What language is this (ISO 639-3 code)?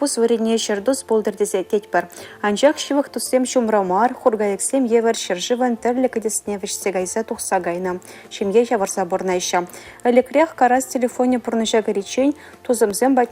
chv